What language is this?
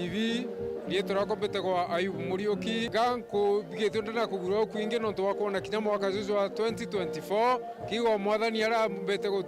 Meru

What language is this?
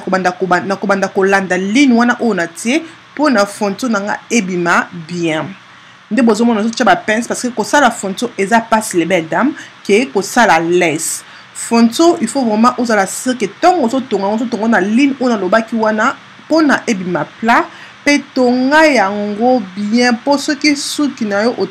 Lingala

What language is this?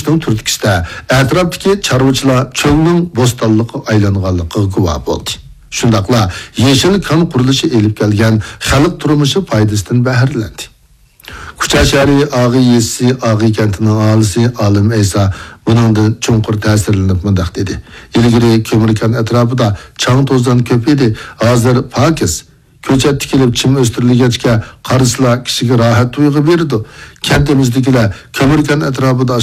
Uyghur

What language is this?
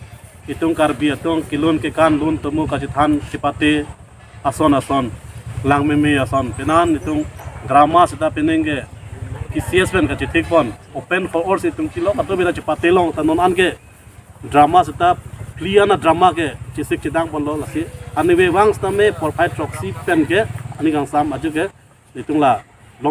Karbi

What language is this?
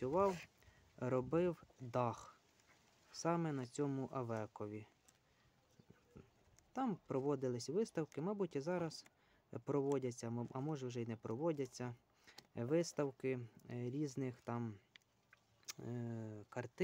Ukrainian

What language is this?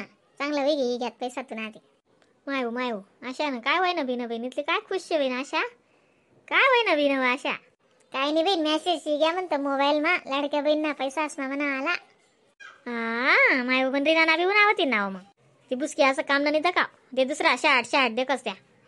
Khandesi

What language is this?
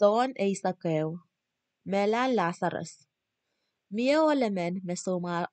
Pohnpeian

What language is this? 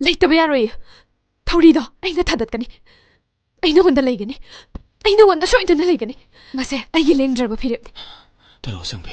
Manipuri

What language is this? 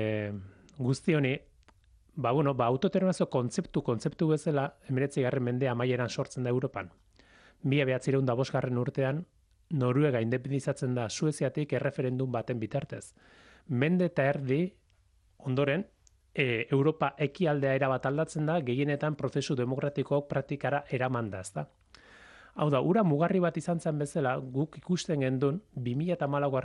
Basque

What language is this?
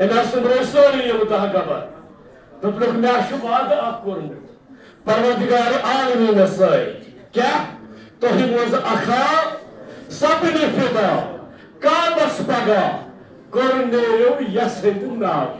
Kashmiri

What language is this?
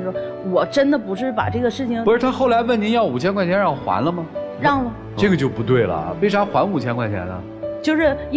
Chinese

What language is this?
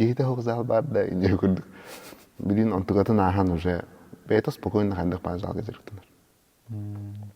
Yakut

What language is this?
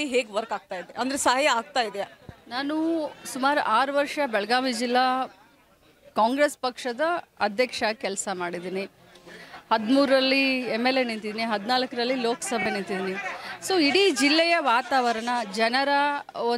Kannada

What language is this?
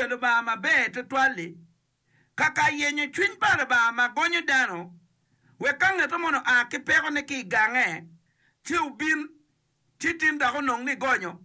Acoli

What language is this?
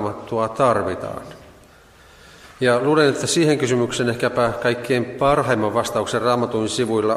Finnish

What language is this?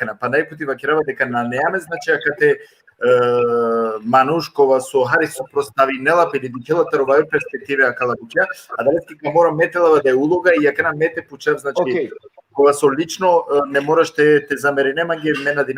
Balkan Romani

